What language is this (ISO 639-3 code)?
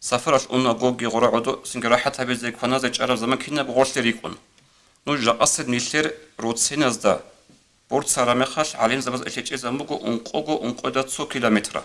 ava